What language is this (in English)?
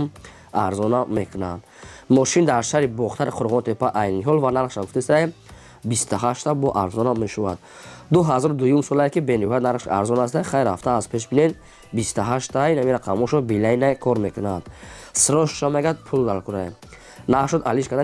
Tajik